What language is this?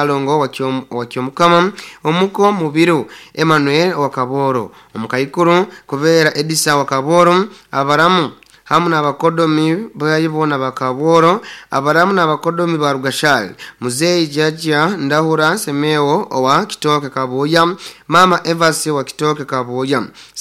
Nyoro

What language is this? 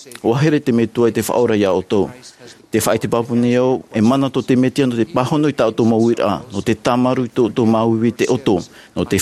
Tahitian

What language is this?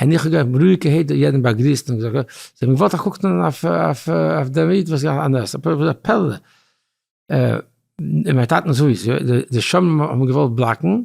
Yiddish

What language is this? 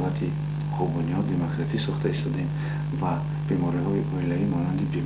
Tajik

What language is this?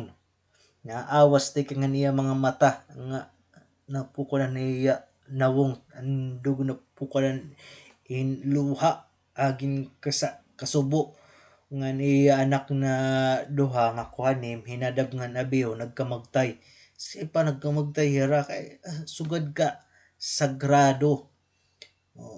Waray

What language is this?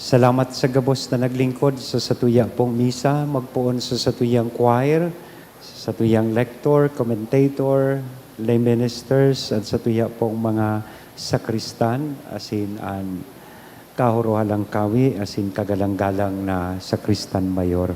Bikol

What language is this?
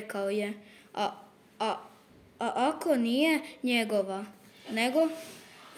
Croatian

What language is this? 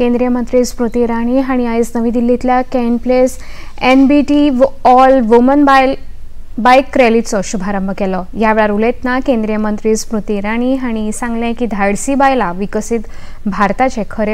Konkani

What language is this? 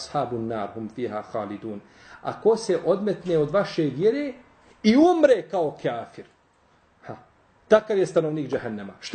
Bosnian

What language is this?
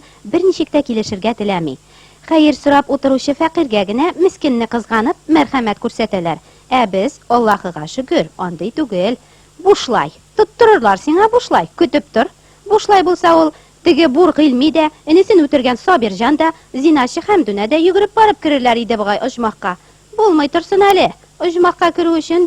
Tatar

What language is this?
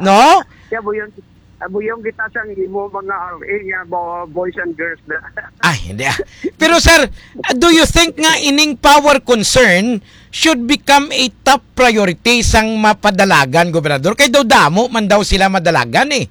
Hiligaynon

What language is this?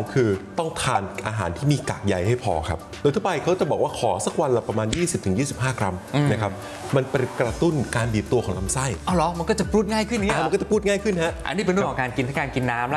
Thai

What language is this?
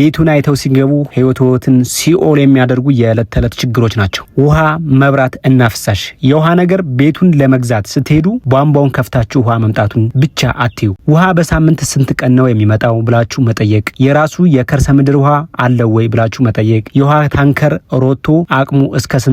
Amharic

